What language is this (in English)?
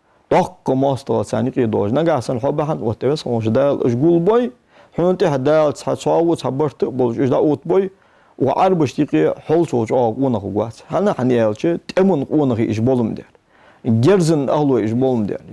Ingush